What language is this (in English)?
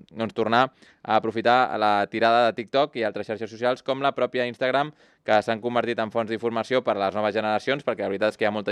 Catalan